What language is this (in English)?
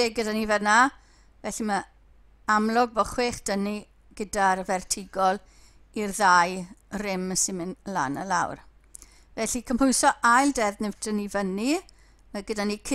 Welsh